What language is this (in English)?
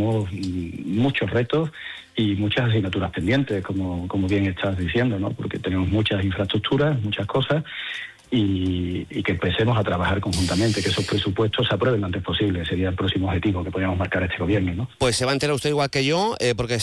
Spanish